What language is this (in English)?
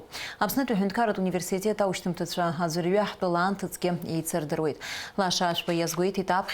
Abkhazian